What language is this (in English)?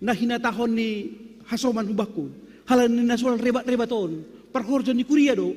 Batak Simalungun